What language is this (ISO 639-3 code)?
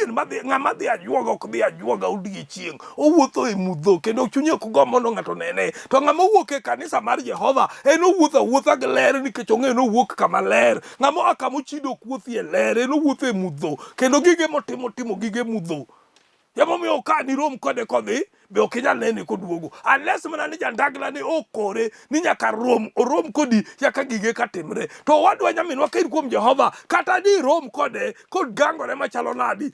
luo